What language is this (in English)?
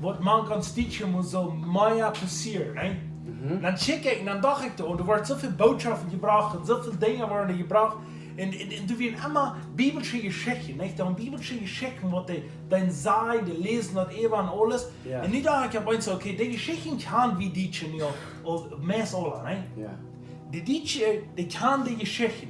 Plautdietsch